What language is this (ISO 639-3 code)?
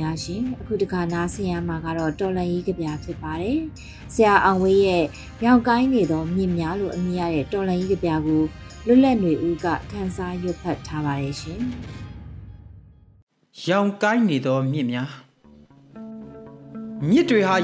mya